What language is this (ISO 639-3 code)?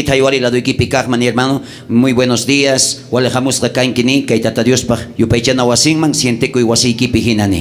quh